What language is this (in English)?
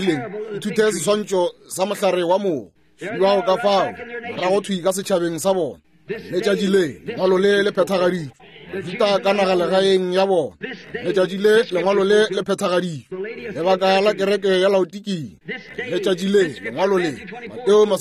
Northern Sotho